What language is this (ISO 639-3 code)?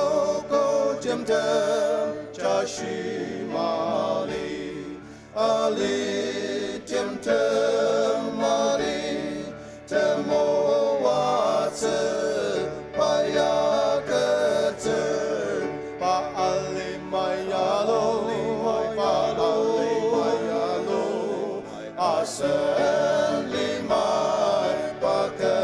njo